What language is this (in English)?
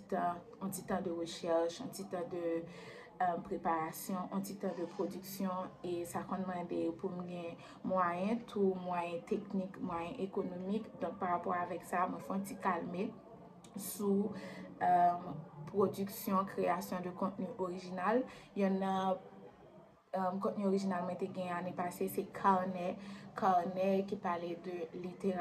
Haitian Creole